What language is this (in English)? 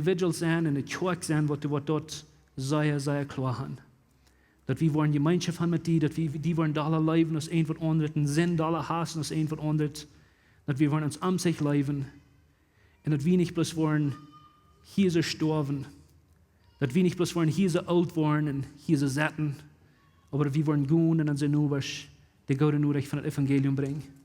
Plautdietsch